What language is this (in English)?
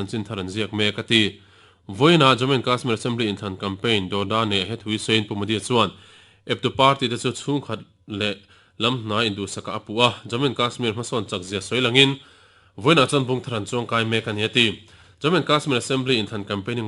Mizo